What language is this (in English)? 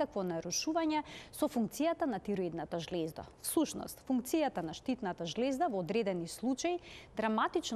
Macedonian